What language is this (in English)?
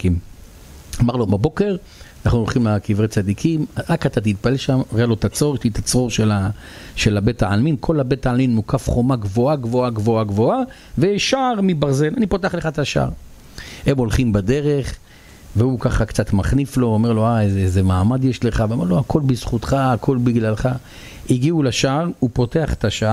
Hebrew